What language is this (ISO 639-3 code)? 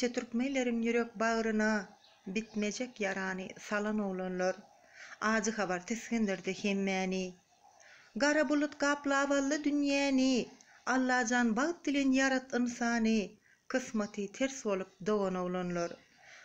tuk